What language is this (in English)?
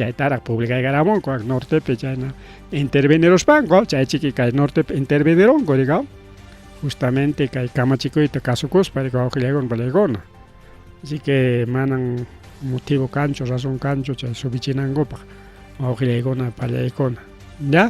Ayacucho Quechua